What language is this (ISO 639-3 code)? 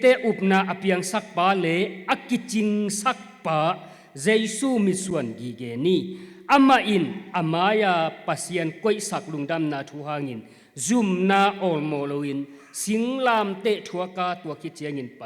ctd